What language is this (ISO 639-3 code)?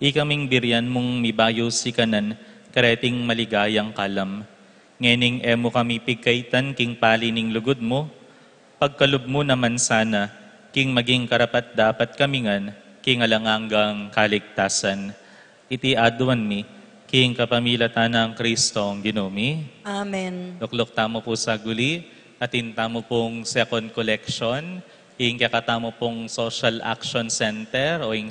pam